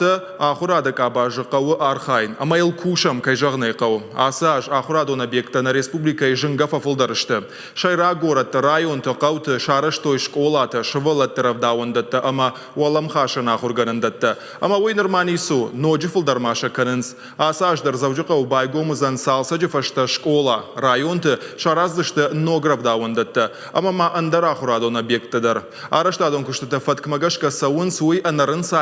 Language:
Ossetic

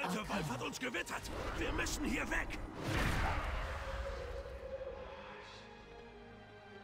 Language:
German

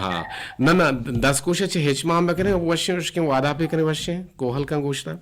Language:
Eastern Balochi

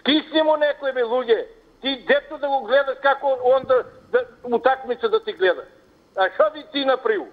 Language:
Macedonian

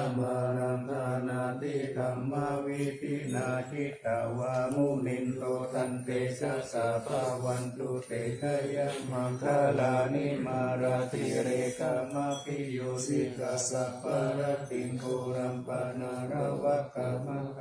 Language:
Pali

